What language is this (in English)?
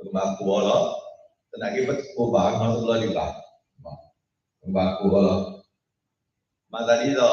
S'gaw Karen